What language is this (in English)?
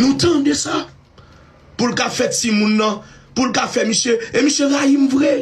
Haitian Creole